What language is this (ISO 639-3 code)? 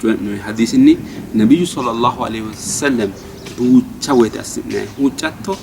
sid